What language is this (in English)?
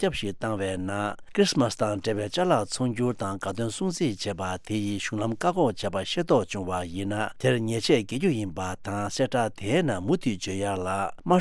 Tibetan